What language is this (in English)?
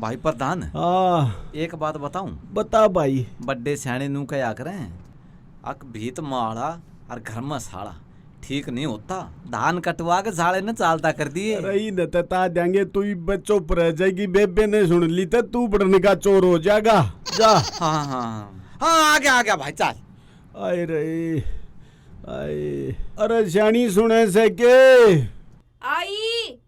Haryanvi